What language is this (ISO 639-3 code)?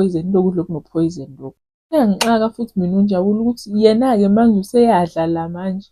zul